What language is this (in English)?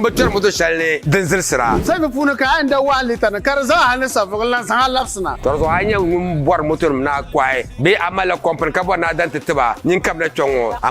Dagbani